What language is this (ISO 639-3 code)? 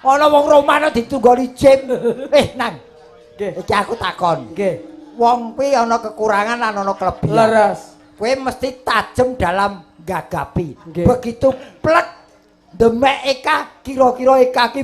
jav